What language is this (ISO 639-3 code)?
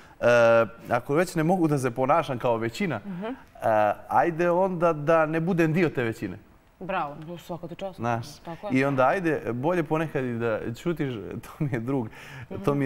bos